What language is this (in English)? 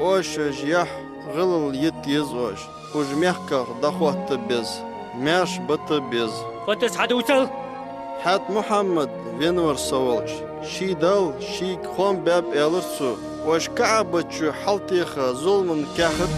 Ingush